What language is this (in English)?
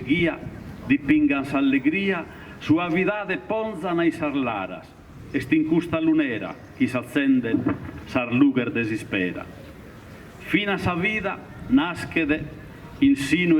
Sardinian